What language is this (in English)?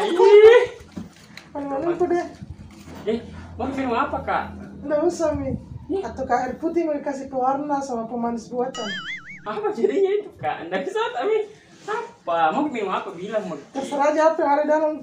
Makassar Malay